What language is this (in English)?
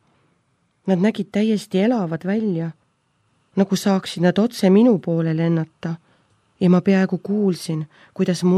Estonian